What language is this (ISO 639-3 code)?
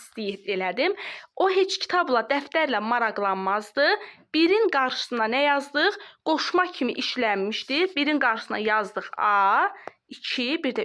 aze